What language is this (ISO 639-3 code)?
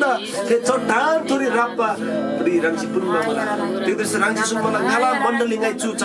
taj